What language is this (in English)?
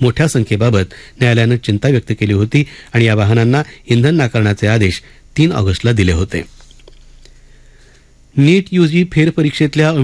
Marathi